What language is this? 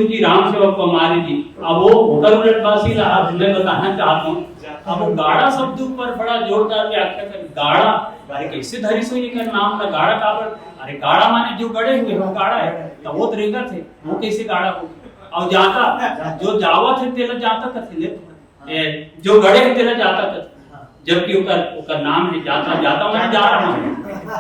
Chhattisgarhi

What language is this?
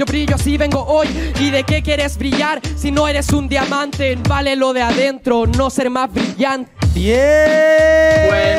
Spanish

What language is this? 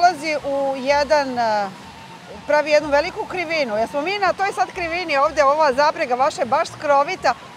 Serbian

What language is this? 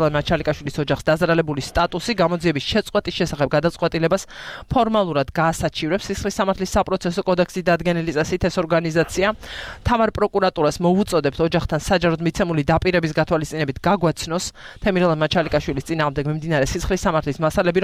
Georgian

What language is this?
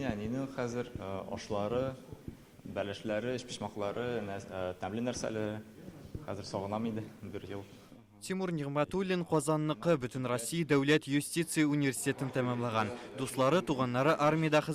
Tatar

